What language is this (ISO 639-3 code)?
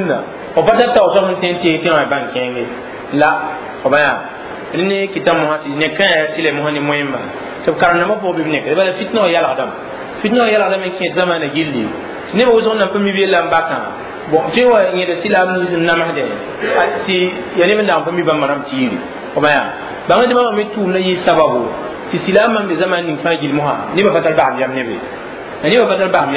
mos